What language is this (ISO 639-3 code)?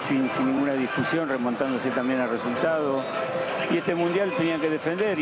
spa